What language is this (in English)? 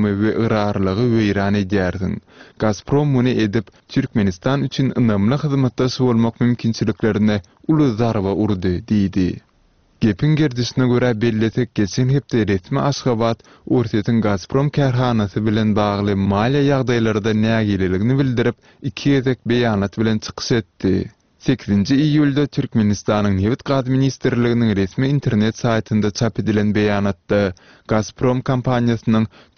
Turkmen